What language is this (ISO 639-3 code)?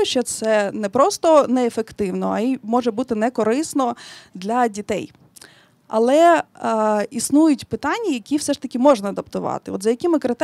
ukr